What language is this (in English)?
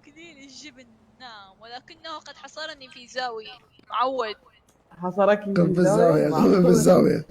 Mesopotamian Arabic